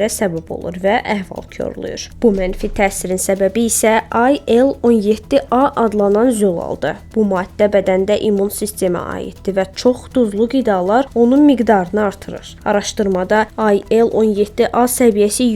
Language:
Azerbaijani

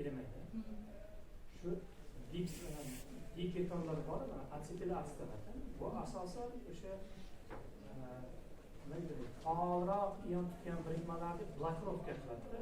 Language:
Uzbek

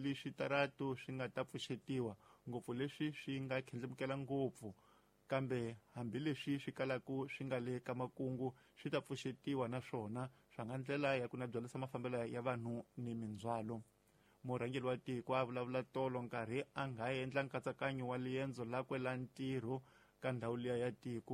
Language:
Tsonga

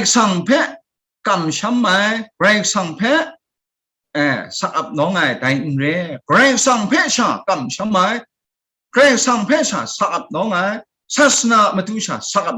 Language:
Kachin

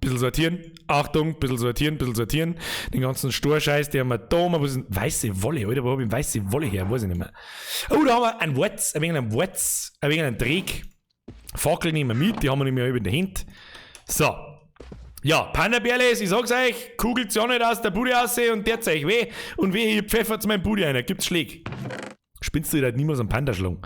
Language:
Bavarian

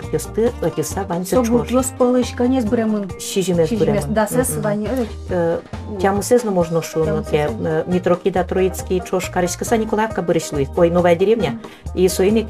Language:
Udmurt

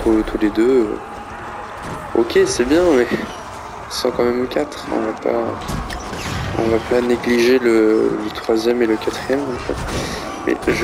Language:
French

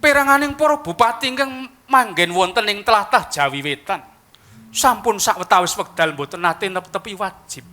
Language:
Javanese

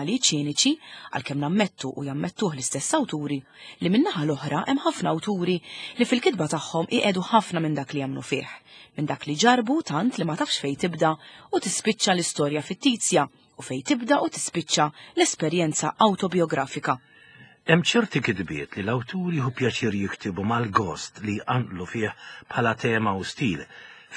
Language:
Maltese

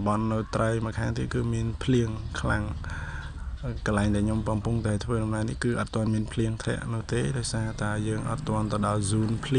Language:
Khmer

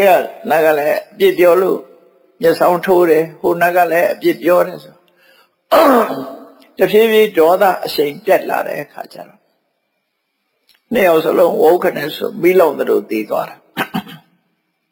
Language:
Burmese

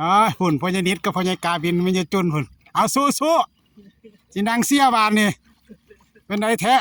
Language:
Northeastern Thai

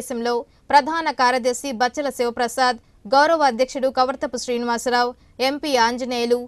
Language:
Telugu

